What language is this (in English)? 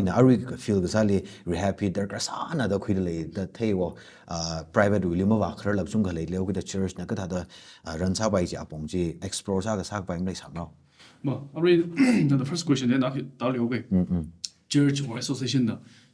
Tangkhul Naga (India)